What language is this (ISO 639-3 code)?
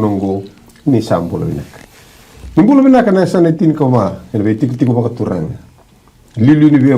fij